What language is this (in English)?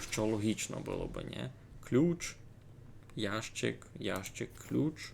Rusyn